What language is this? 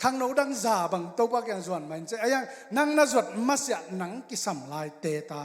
Tedim Chin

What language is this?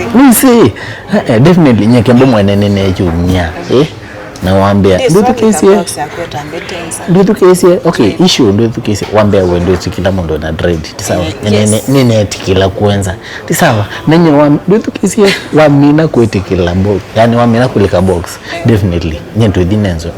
Kamba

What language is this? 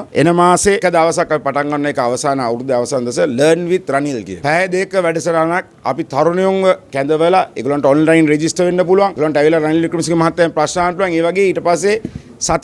Sinhala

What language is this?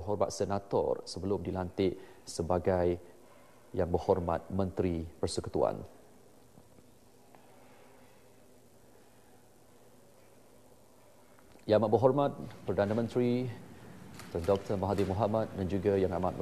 Malay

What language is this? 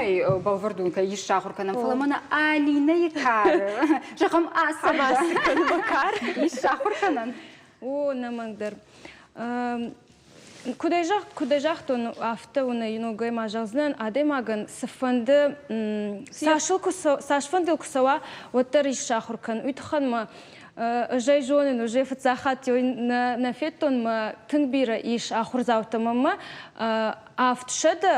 Ossetic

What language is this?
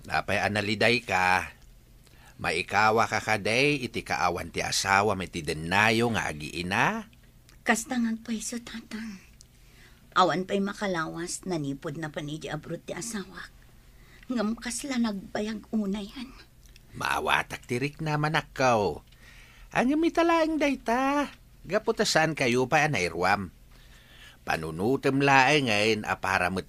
Iloko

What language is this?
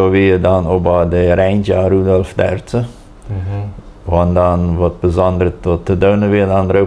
Plautdietsch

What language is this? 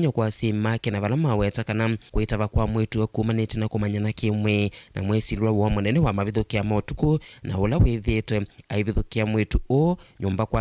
Kamba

